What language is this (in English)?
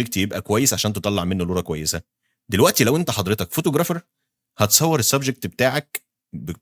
Egyptian Arabic